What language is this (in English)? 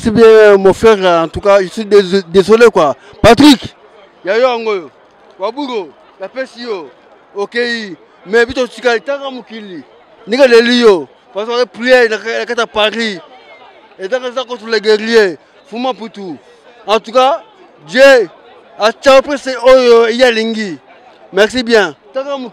Lingala